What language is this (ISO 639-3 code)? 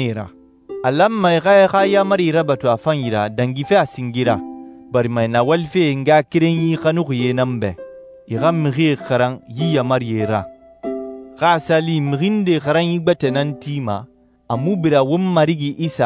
sus